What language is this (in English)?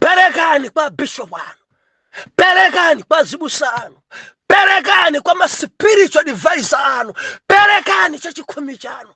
Nyanja